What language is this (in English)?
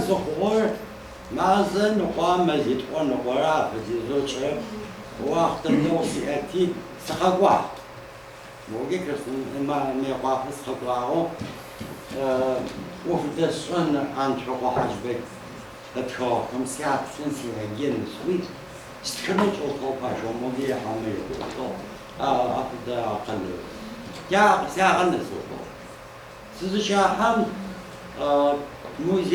Adyghe